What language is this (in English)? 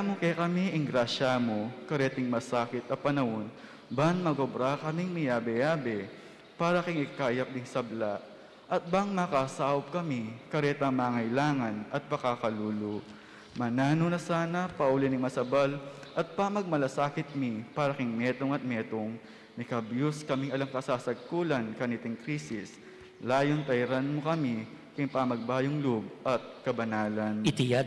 Pampanga